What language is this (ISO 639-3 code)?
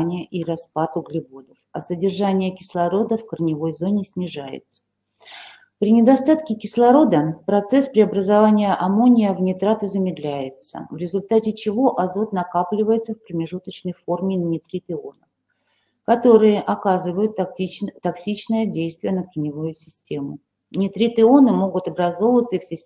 rus